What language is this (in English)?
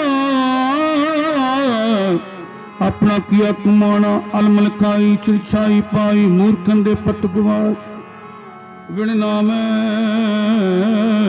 Punjabi